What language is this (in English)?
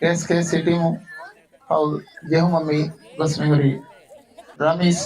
Divehi